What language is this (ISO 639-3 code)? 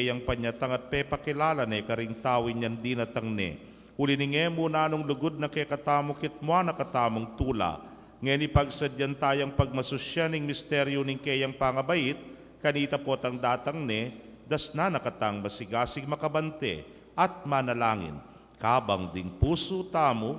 pam